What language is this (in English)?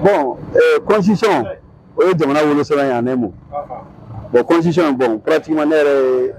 Bambara